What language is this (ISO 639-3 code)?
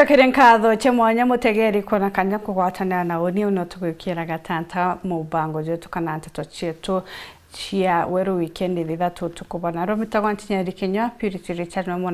mer